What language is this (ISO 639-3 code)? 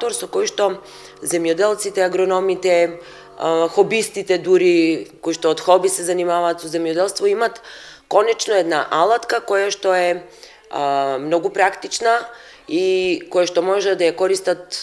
mkd